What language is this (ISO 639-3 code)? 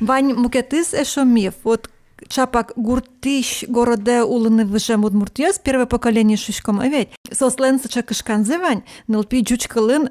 udm